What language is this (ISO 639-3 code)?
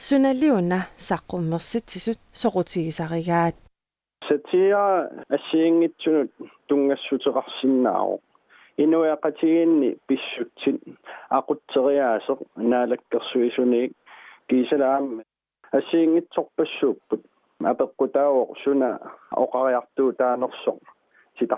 kal